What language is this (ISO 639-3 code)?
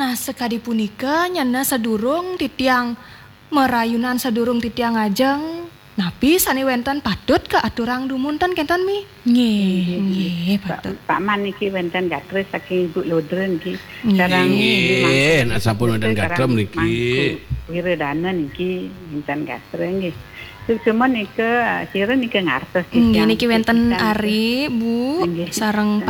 ban